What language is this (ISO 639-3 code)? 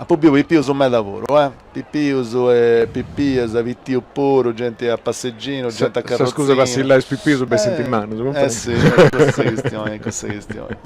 srd